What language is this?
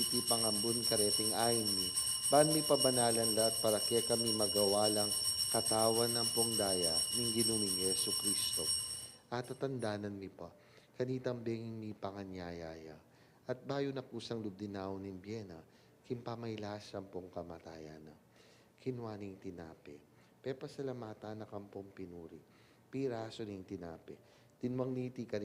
Pampanga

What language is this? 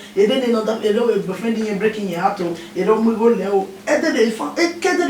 Bini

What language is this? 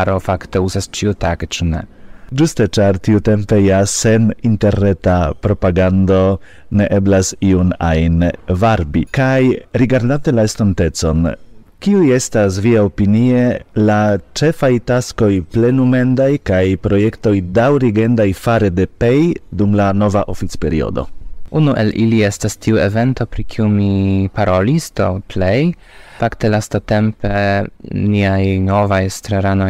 Esperanto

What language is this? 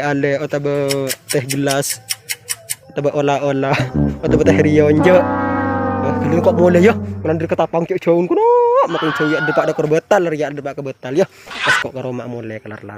Madurese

